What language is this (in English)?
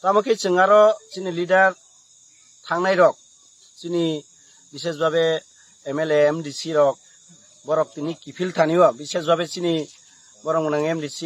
Kok Borok